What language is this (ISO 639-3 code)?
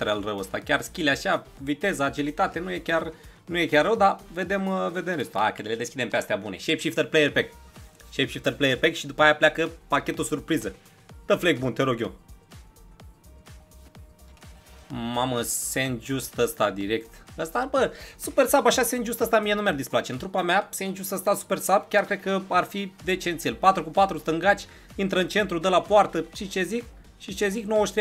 ron